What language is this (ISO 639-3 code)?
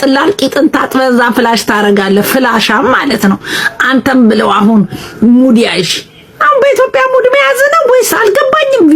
amh